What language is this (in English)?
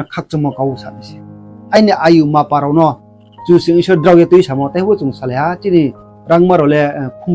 Riang (India)